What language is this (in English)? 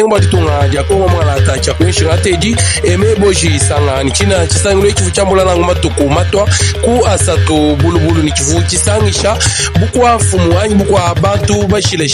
Luba-Lulua